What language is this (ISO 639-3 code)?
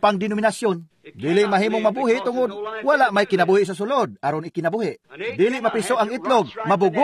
ceb